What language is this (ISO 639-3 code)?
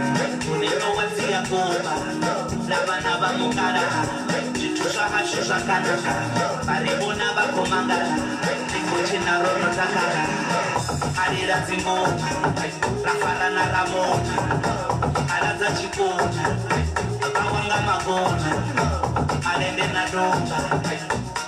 ven